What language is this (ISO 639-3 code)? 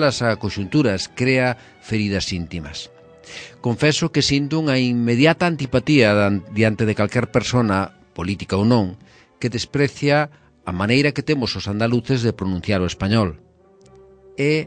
glg